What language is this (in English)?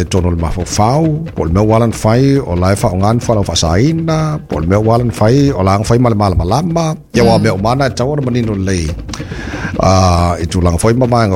Samoan